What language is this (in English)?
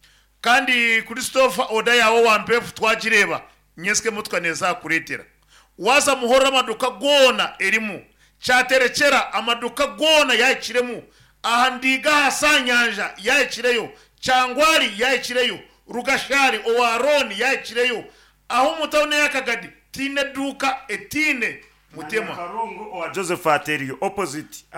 Nyankole